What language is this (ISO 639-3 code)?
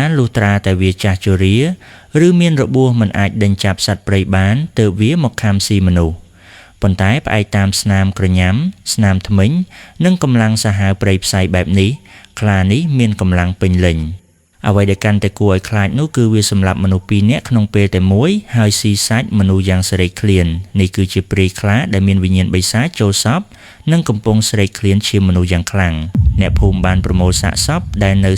khm